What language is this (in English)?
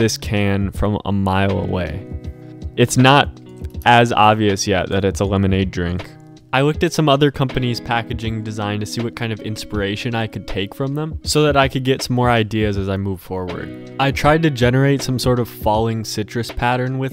English